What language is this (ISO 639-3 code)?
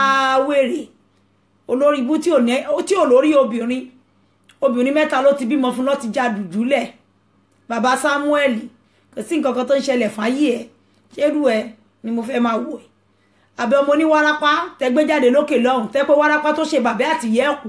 yor